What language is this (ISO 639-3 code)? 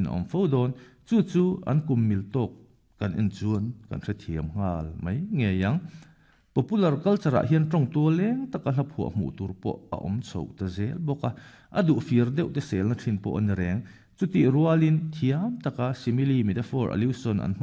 lus